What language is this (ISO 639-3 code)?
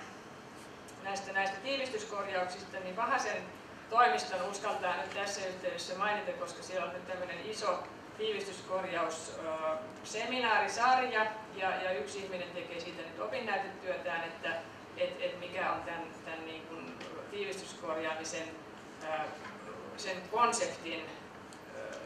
fin